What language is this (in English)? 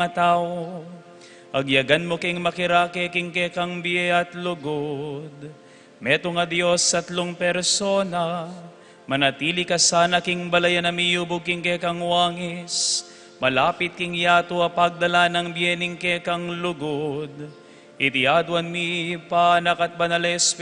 Pampanga